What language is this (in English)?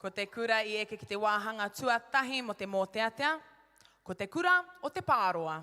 Māori